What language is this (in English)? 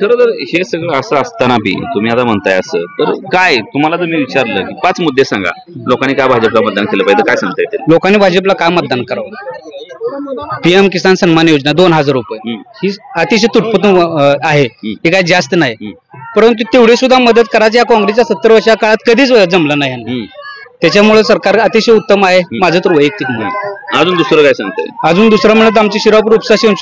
Marathi